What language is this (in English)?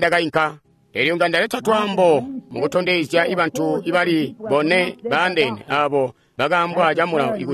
Tonga (Zambia)